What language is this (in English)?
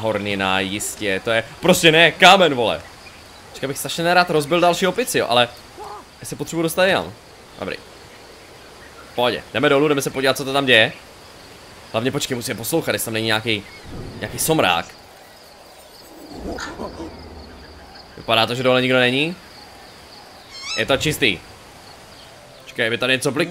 Czech